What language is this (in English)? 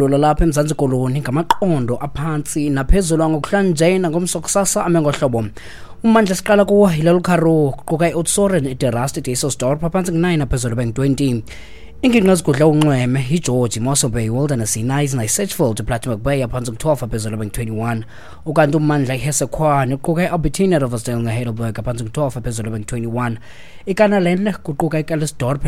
Xhosa